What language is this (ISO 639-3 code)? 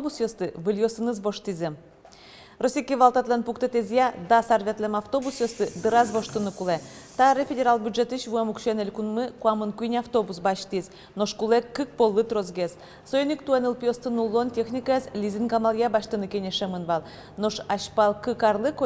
udm